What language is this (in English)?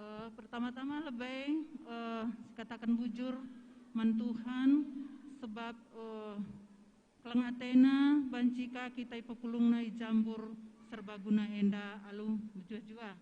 Batak Karo